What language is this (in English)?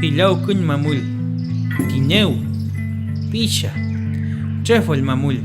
Mapuche